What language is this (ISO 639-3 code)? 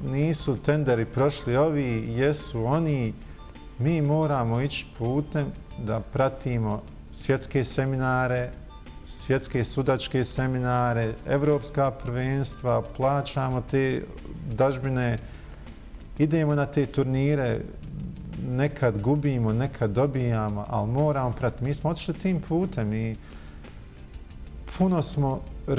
bos